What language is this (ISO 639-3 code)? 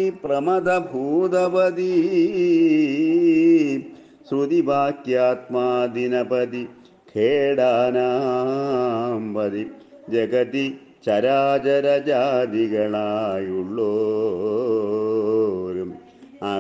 mal